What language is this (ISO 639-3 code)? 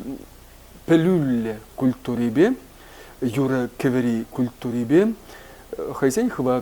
chv